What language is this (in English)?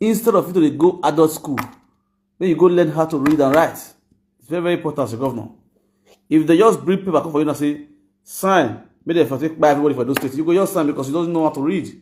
Nigerian Pidgin